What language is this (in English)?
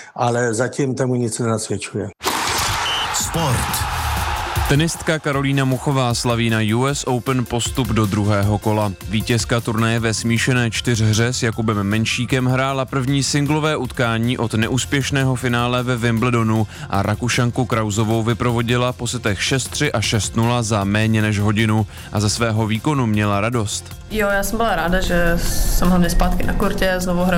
Czech